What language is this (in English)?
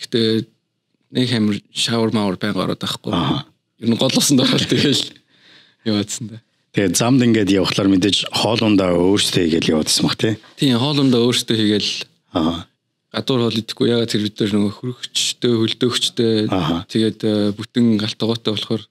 Mongolian